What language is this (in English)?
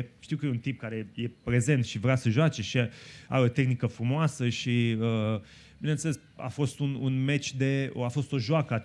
Romanian